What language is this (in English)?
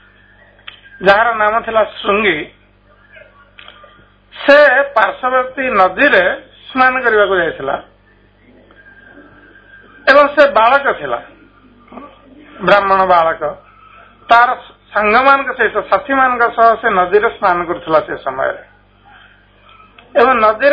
Odia